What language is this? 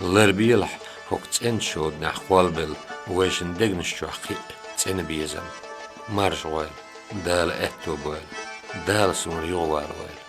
Chechen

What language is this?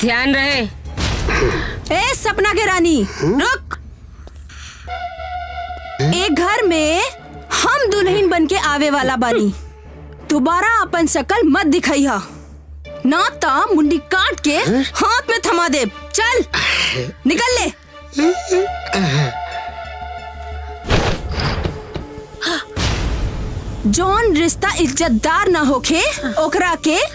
Bhojpuri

